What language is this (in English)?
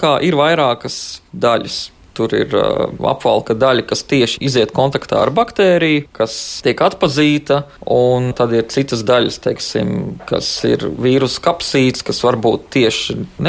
Latvian